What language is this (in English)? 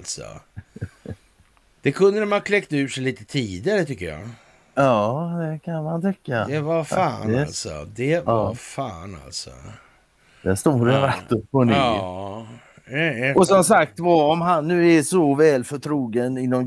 Swedish